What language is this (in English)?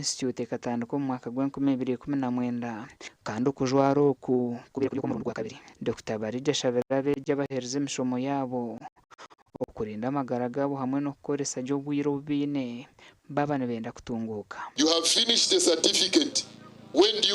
Nyankole